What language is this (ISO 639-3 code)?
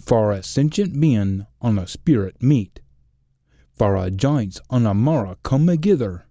sco